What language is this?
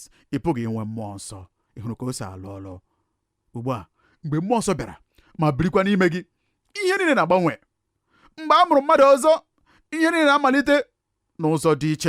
Igbo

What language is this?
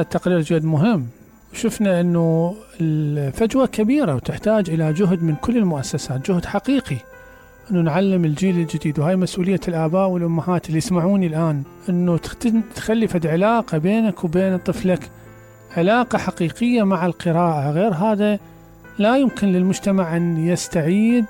Mesopotamian Arabic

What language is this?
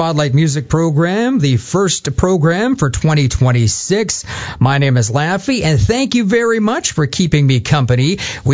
English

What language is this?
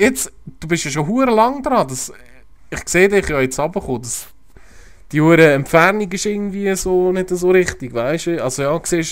Swiss German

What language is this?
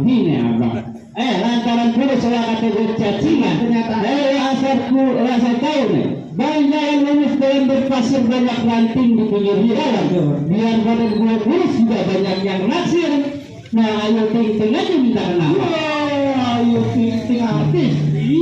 Betawi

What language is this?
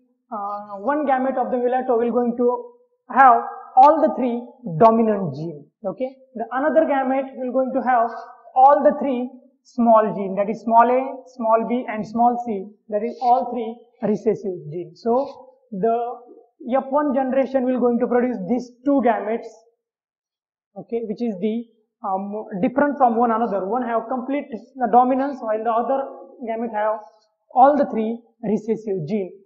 English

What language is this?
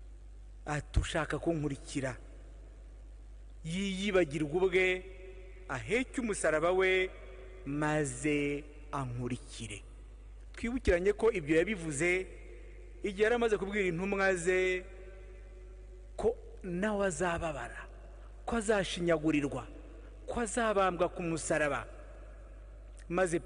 Kinyarwanda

